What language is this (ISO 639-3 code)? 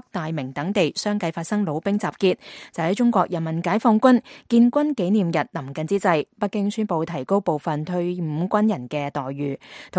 yue